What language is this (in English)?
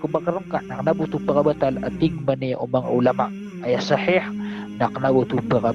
Maranao